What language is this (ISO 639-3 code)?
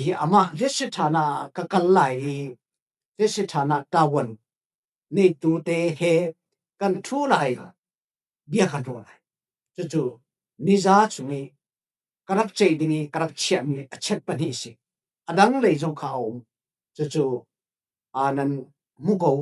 cfm